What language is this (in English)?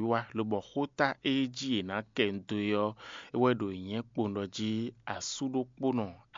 Fon